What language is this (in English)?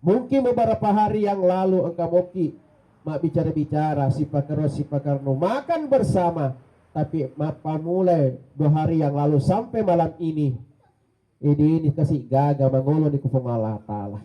Buginese